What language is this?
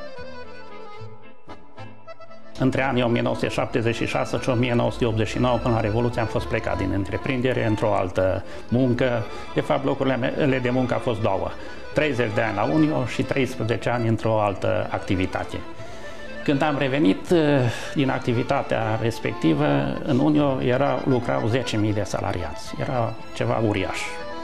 Romanian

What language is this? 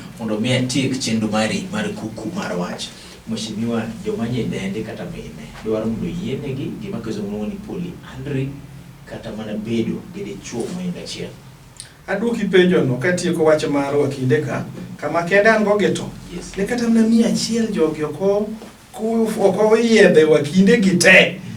Luo (Kenya and Tanzania)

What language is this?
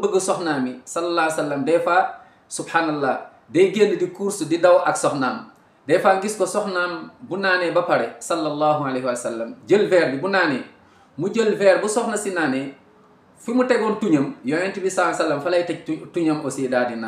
Wolof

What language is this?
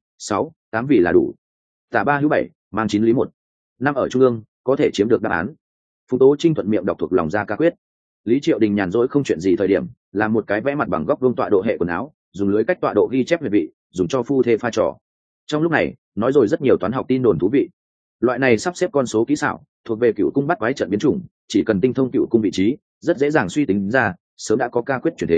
Vietnamese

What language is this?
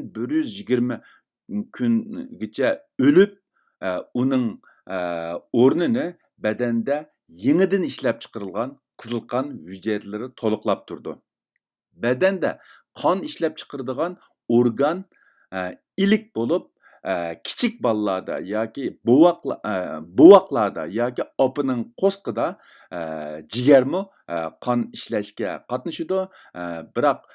Uyghur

